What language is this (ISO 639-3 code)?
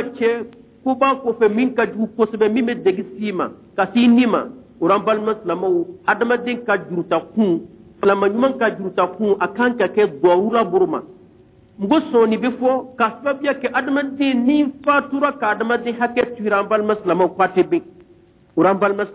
bam